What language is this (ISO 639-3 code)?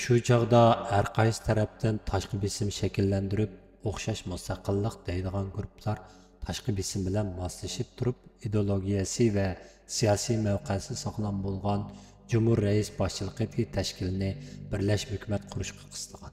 uig